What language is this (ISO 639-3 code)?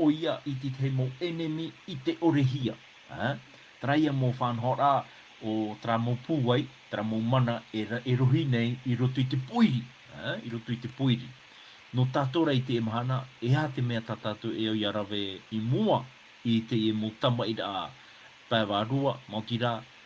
tah